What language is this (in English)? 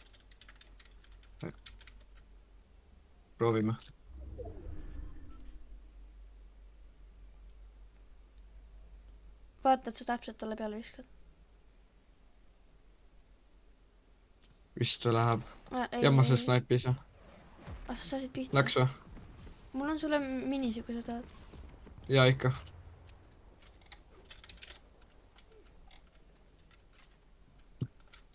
Estonian